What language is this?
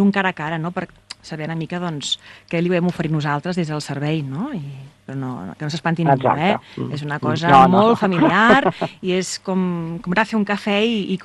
Catalan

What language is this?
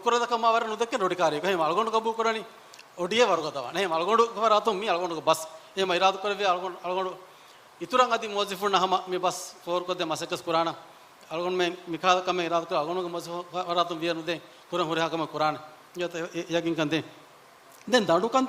Divehi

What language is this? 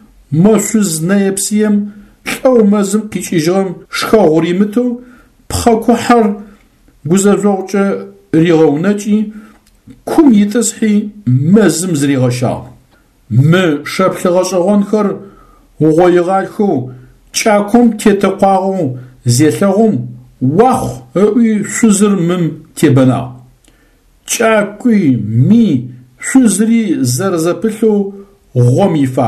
Adyghe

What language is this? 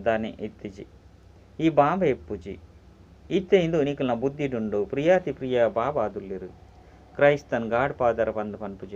Tulu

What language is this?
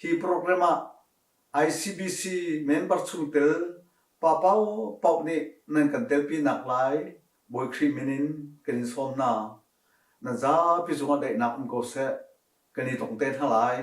Hakha Chin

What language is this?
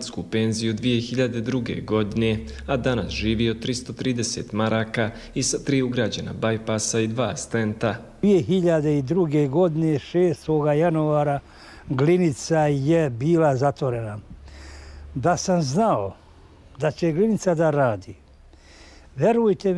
Croatian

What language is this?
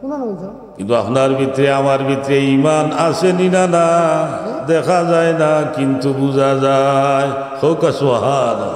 Sylheti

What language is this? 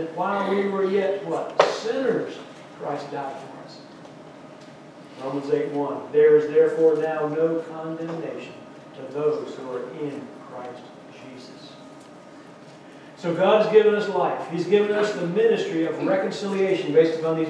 English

